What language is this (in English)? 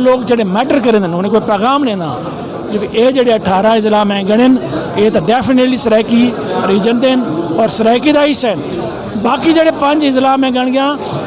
Saraiki